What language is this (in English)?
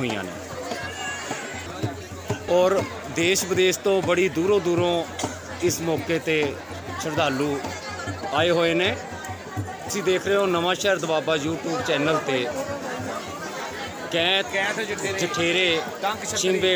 Punjabi